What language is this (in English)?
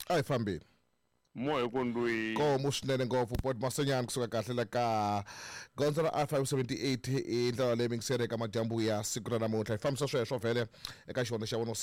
Tsonga